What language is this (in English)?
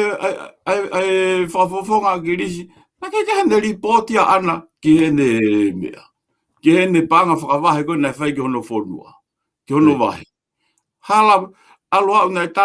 Tongan